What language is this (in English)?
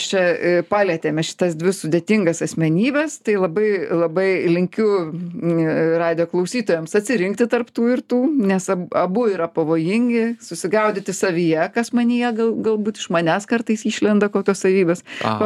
Lithuanian